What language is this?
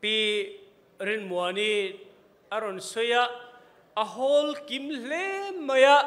Falam Chin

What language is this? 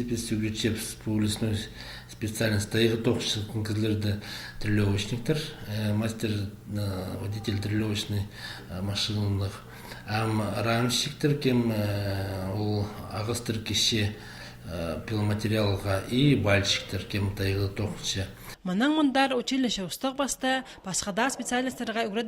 Khakas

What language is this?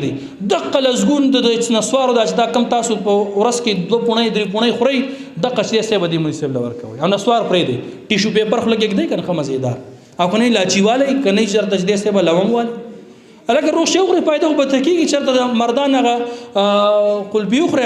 Pashto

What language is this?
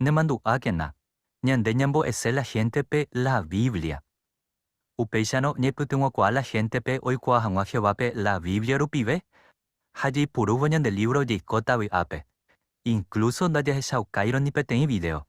Guarani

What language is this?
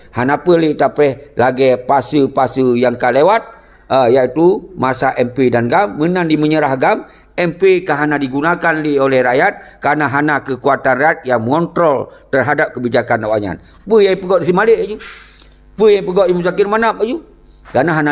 Achinese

